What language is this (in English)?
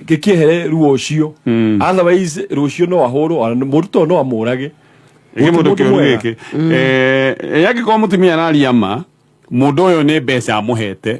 Kikuyu